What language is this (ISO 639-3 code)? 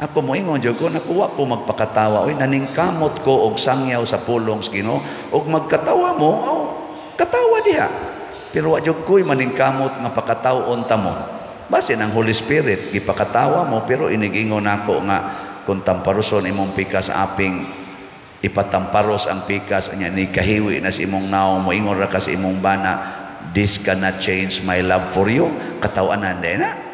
ceb